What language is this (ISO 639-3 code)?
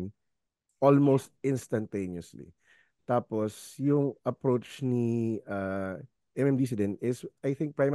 fil